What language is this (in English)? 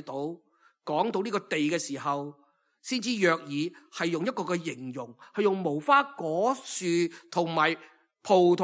Cantonese